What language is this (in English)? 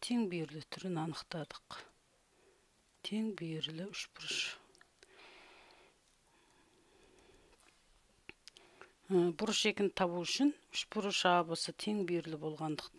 Kazakh